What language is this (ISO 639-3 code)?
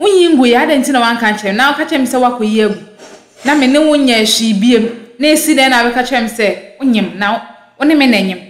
aka